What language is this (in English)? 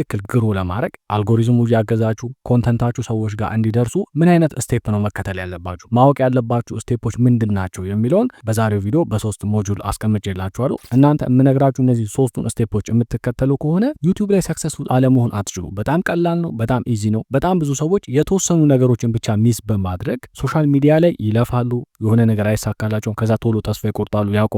Amharic